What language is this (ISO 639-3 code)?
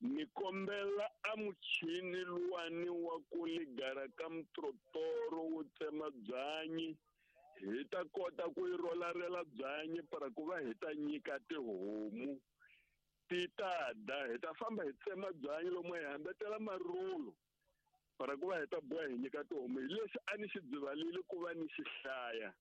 tso